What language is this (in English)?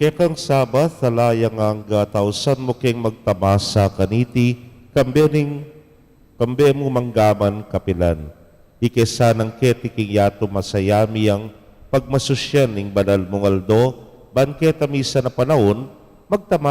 Pampanga